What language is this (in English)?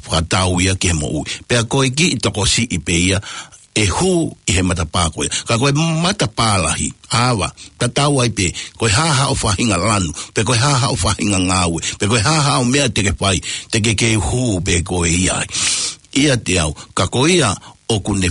Tongan